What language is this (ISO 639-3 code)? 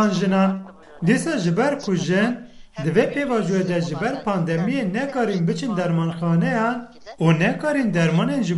kur